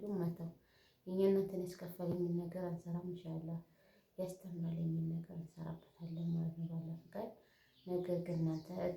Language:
Amharic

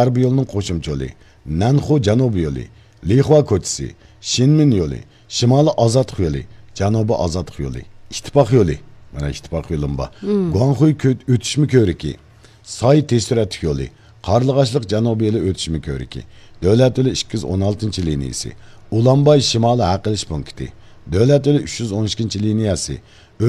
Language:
Uyghur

